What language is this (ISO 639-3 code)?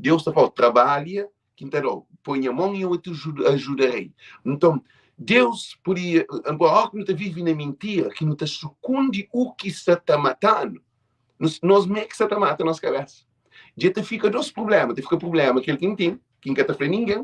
kea